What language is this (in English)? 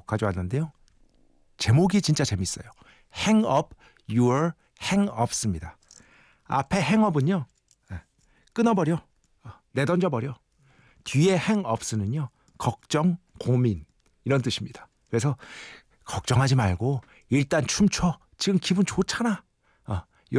Korean